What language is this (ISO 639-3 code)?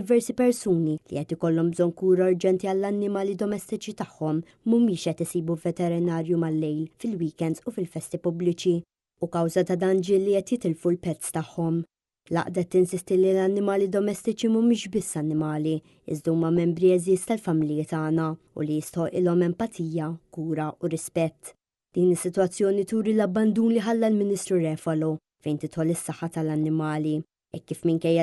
mlt